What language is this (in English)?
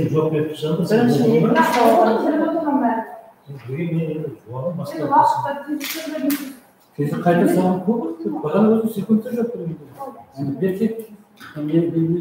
Kara-Kalpak